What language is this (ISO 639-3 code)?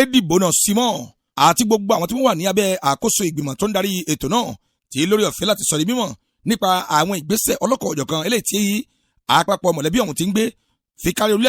yor